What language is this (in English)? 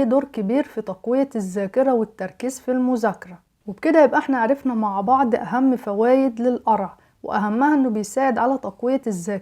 Egyptian Arabic